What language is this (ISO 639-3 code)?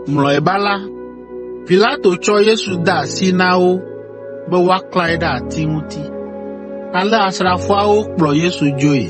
ewe